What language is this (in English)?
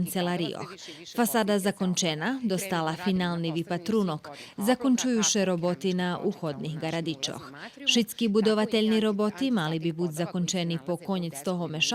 Rusyn